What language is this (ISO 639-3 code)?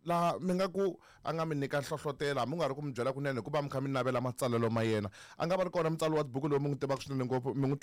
tso